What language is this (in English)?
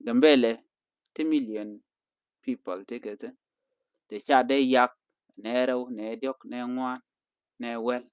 Nuer